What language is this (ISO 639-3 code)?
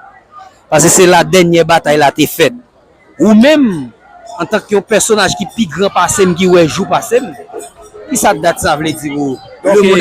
hat